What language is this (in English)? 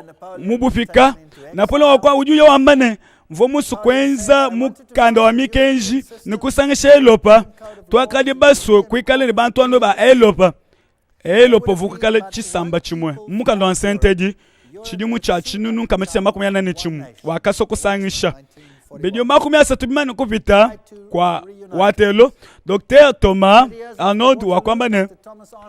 Luba-Lulua